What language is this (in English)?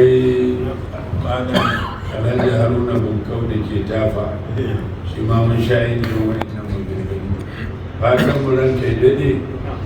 Hausa